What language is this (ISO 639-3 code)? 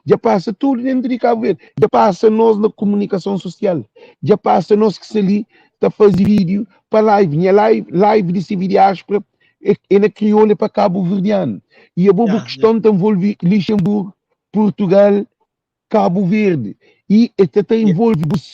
kea